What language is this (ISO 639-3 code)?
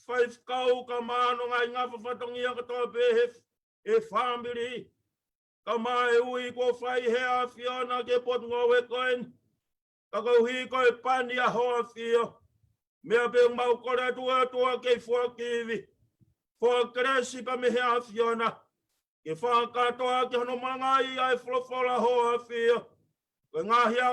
ton